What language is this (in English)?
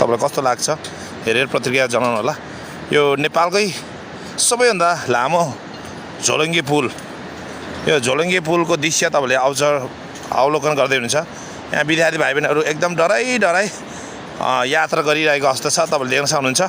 Nepali